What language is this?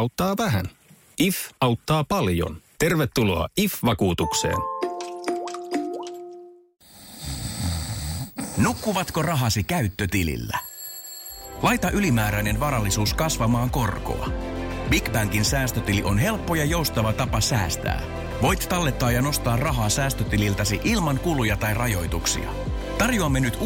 Finnish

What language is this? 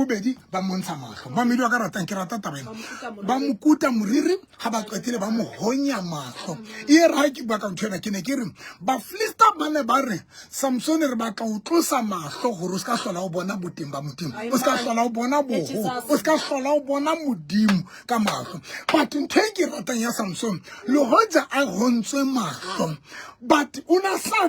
Southern Sotho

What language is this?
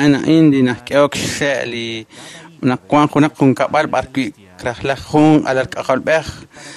Kekchí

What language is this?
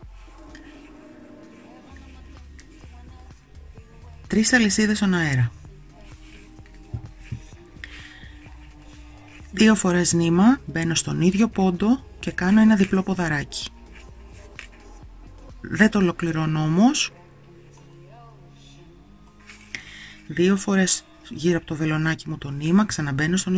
Greek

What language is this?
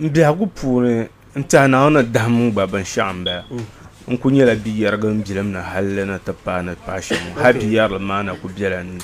Dagbani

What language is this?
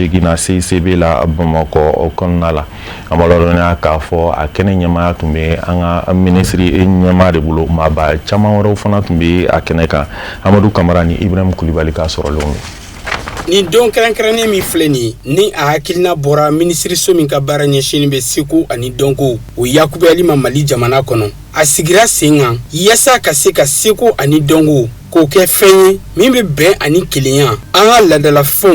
Bambara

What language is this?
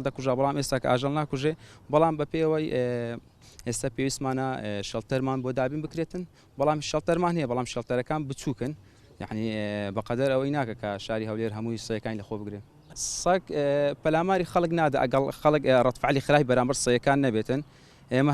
Central Kurdish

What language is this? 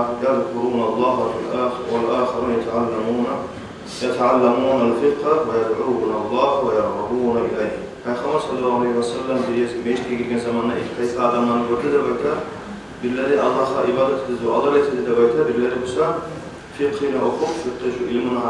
Kumyk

